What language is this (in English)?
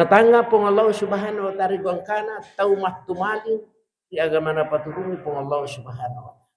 Buginese